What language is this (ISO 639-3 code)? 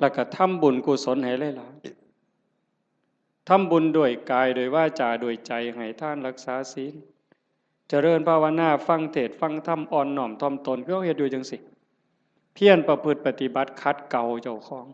tts